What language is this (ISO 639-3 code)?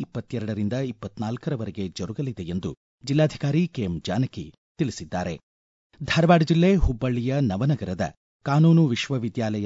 kan